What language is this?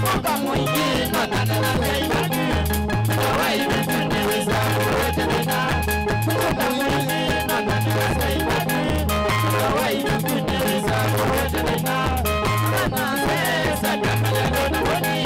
Kamba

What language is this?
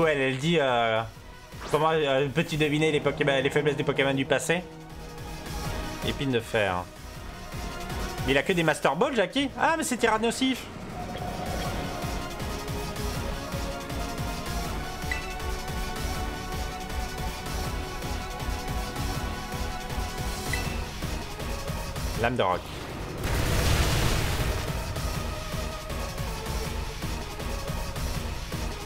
French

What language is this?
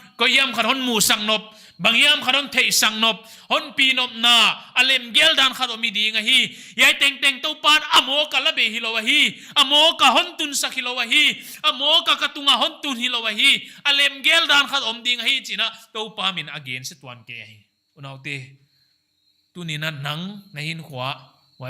Paite Chin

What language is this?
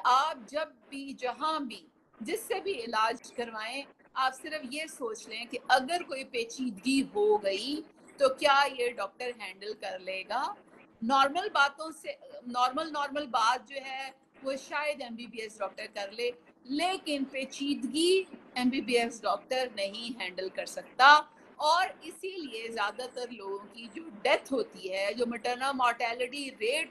Urdu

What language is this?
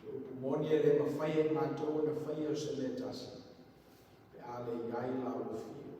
Samoan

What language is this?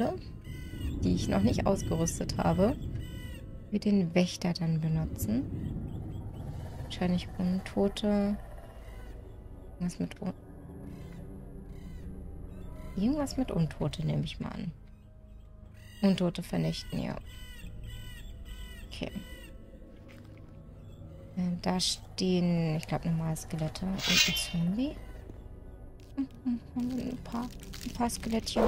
German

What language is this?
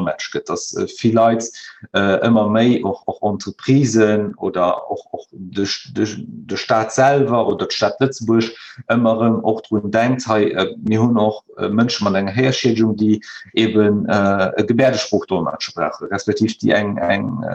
Luxembourgish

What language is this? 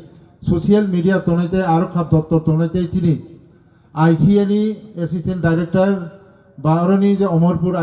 Riang (India)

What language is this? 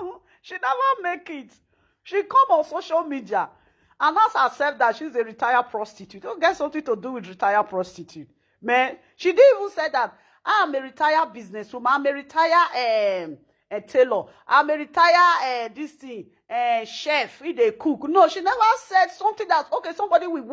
Nigerian Pidgin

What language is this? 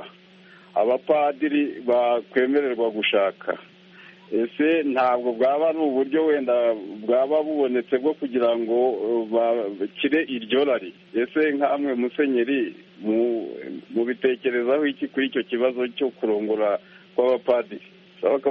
Kinyarwanda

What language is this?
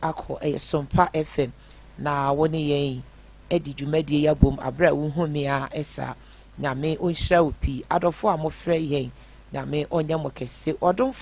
Akan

